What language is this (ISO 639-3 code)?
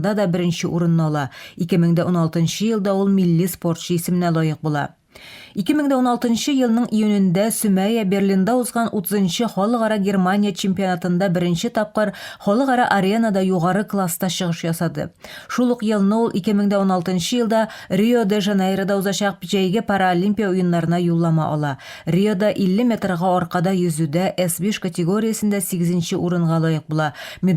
tat